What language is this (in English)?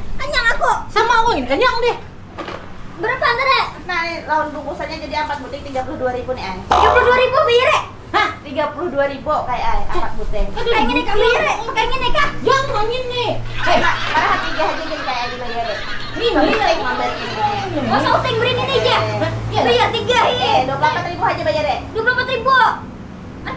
Banjar